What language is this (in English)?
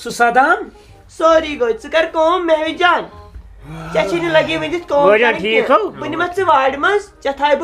Kashmiri